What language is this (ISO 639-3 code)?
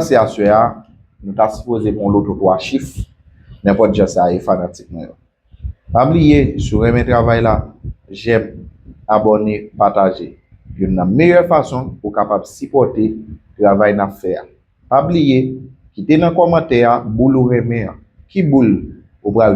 hat